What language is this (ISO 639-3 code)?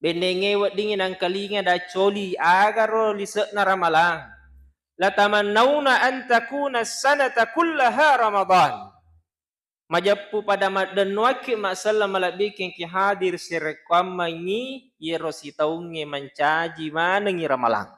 bug